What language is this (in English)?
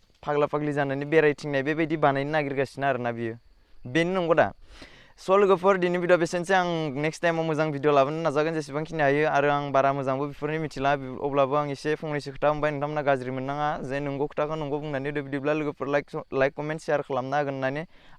Bodo